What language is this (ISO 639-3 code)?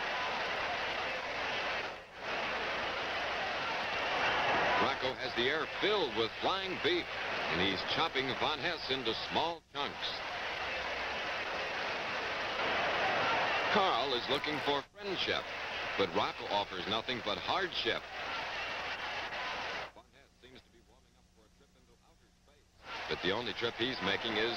eng